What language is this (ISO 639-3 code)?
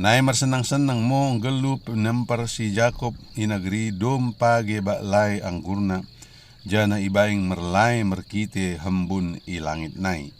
btd